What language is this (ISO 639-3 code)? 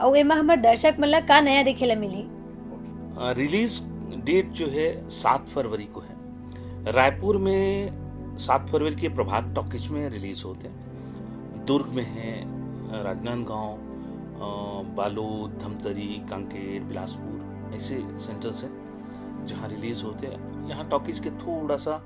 hne